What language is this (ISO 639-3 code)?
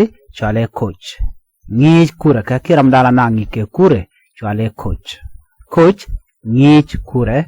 nus